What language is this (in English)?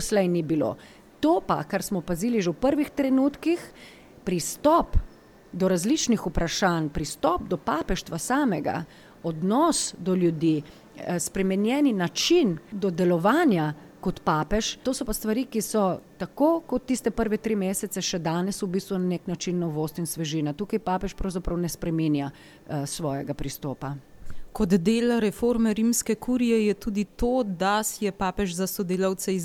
Slovenian